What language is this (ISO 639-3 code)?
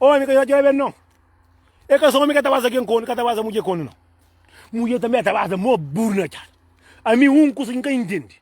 kea